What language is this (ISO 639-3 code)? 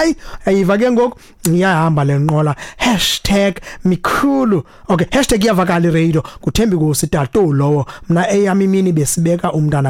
xho